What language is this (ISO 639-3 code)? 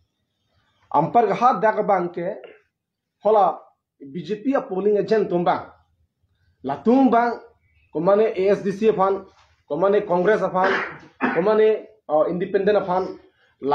mjw